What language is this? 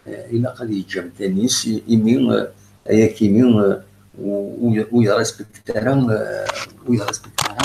Kabyle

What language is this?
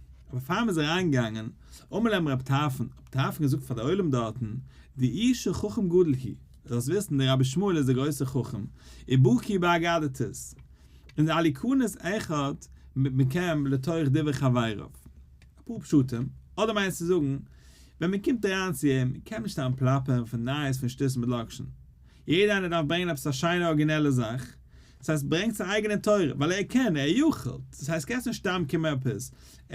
Yiddish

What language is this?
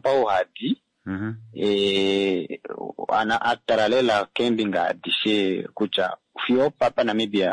Kuanyama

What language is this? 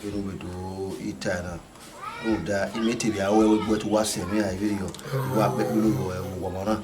Bini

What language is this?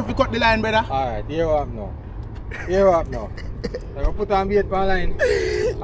Jamaican Creole English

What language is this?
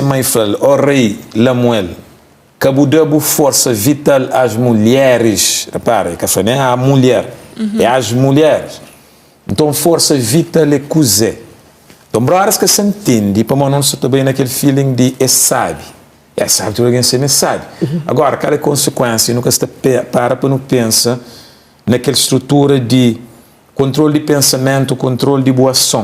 Kabuverdianu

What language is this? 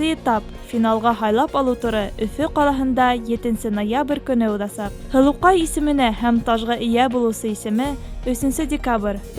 Bashkir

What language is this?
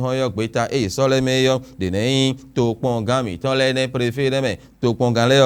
Fon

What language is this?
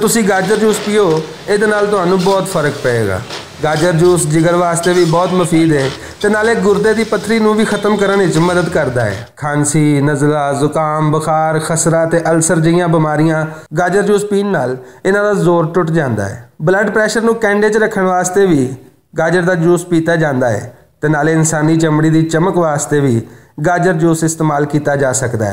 Western Panjabi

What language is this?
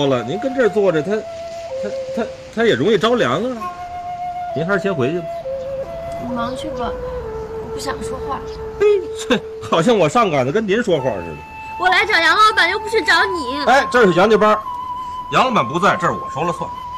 Chinese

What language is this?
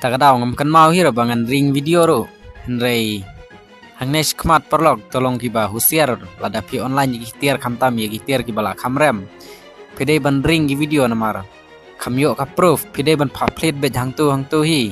Khasi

